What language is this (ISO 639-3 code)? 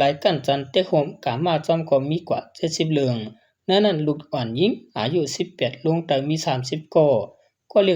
shn